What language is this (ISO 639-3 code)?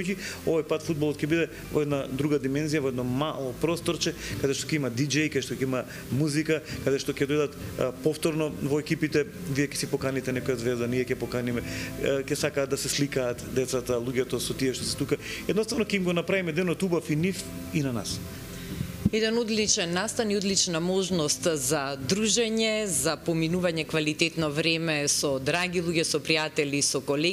mkd